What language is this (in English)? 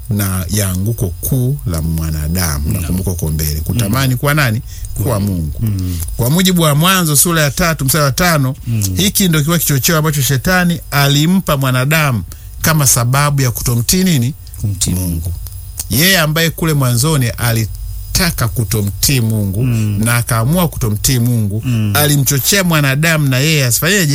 Swahili